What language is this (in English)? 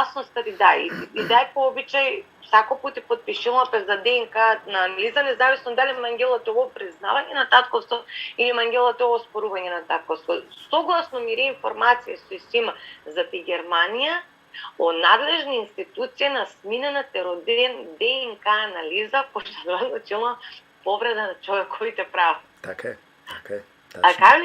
Balkan Romani